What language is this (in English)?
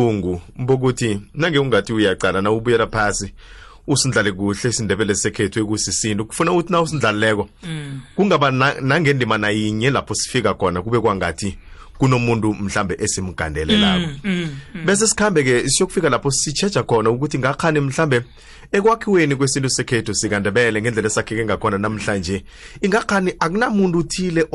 South Ndebele